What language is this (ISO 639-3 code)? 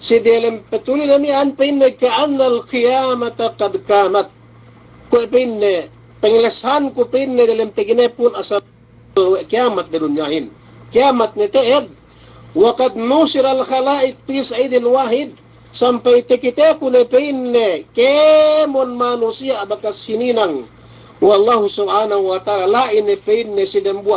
yka